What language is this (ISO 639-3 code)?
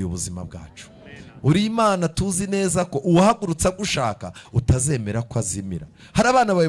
kin